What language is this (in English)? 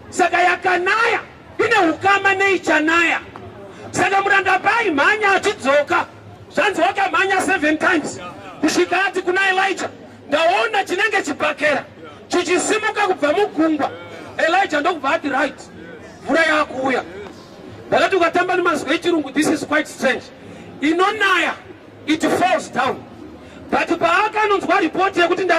Shona